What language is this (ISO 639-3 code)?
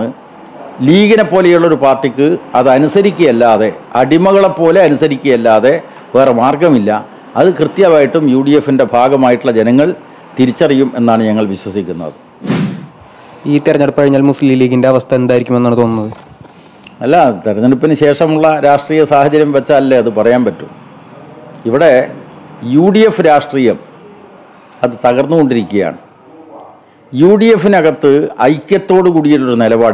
mal